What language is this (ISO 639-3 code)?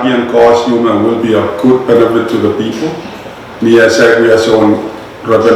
pon